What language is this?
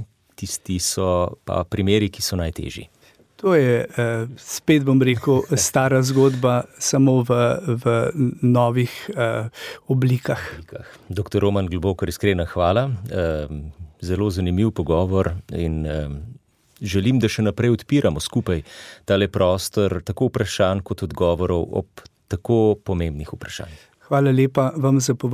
Slovenian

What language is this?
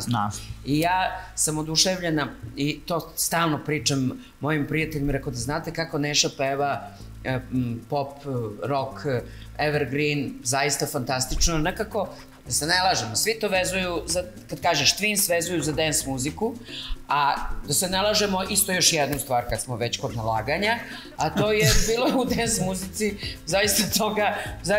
Serbian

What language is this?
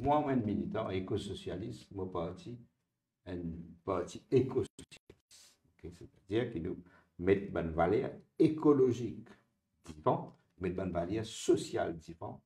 Morisyen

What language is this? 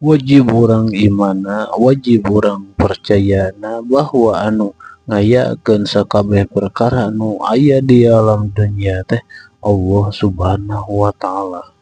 Sundanese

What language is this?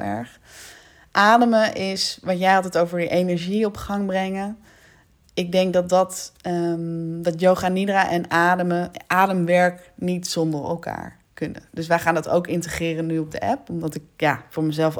Dutch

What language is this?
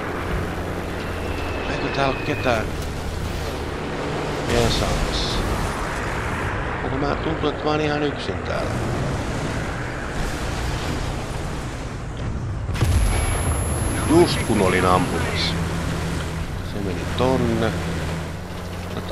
Finnish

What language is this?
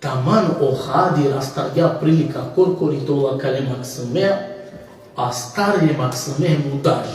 Balkan Romani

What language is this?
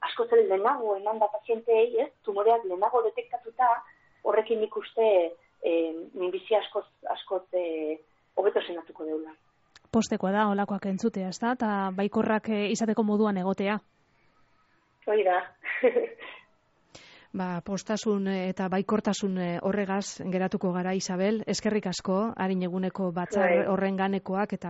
Basque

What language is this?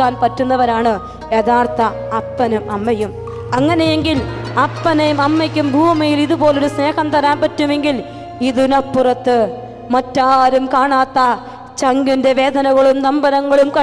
Malayalam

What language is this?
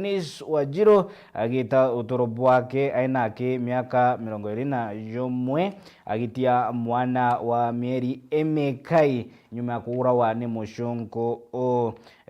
Meru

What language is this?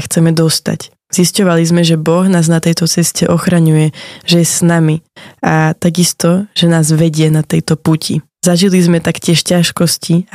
Slovak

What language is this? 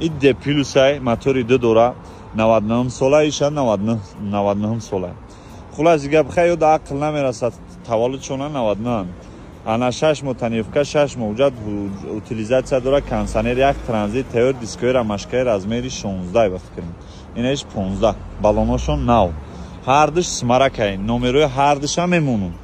Tajik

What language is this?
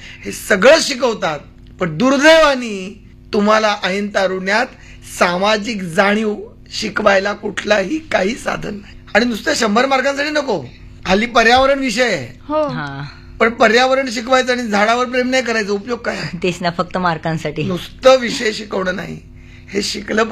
Marathi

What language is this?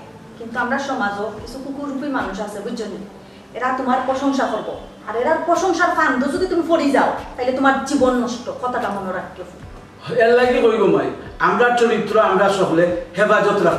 Sylheti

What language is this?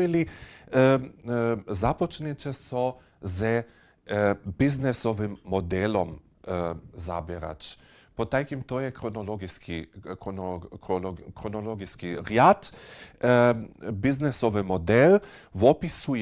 Upper Sorbian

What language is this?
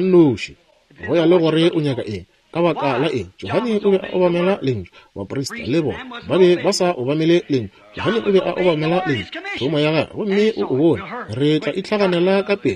Northern Sotho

